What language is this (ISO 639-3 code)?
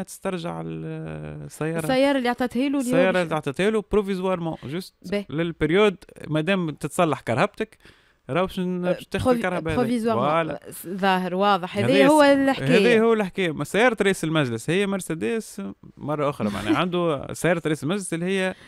aeb